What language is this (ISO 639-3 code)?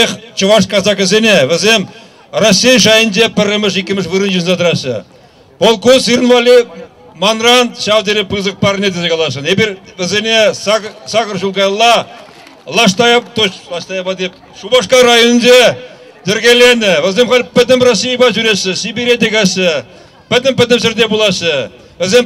chv